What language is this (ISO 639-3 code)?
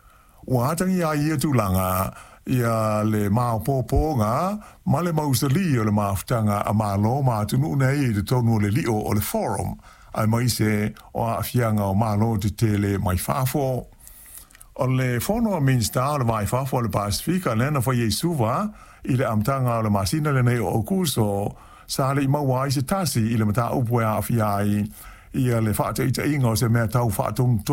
smo